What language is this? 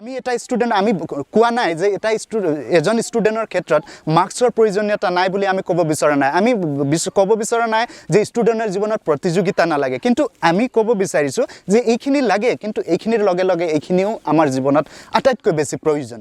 Assamese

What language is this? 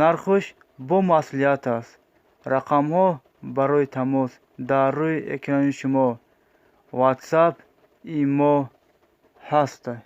Tajik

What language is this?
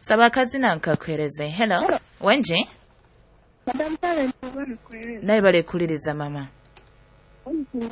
Nyoro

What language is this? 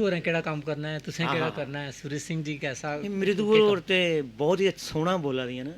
Dogri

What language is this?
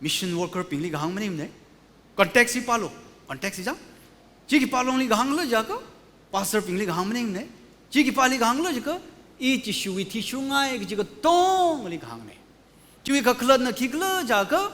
Tangkhul Naga (India)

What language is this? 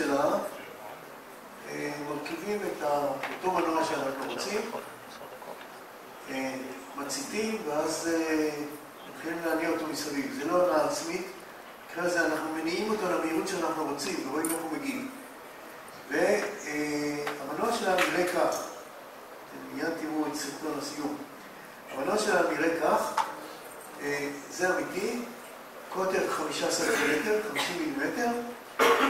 Hebrew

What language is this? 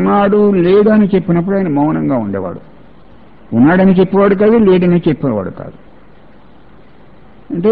Telugu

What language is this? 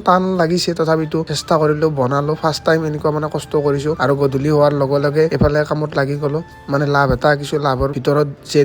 Assamese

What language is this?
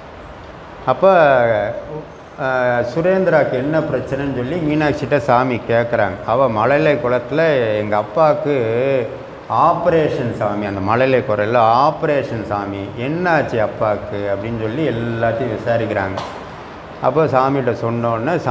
Tamil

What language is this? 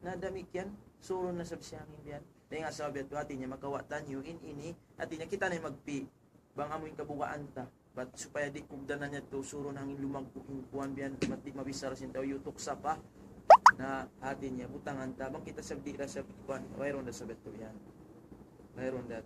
Tausug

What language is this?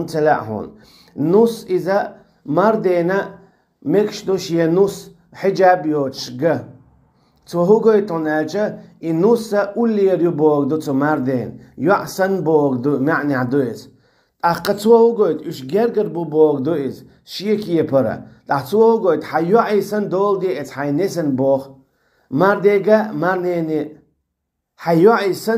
Chechen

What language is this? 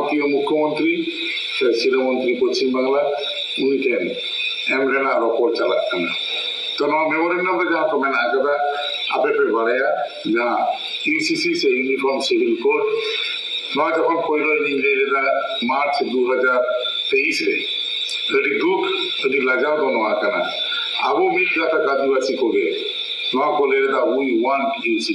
Santali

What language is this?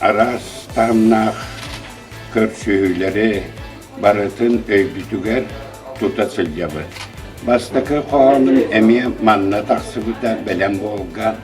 Yakut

